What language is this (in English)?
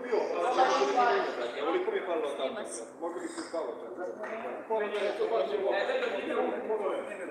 Croatian